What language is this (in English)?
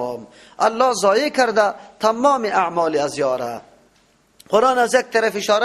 Persian